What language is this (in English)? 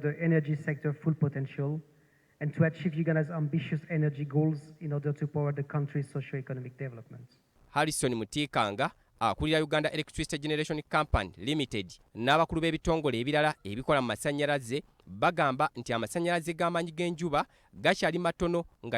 Ganda